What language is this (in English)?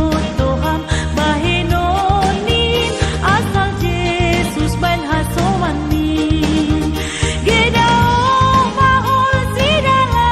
Batak Simalungun